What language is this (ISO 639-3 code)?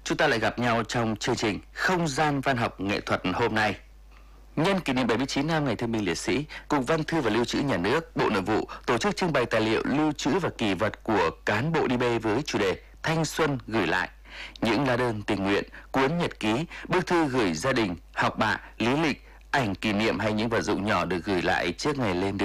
vie